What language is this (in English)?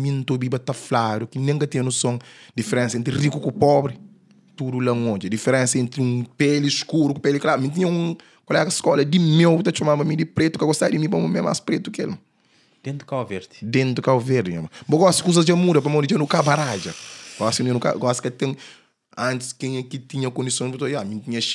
Kabuverdianu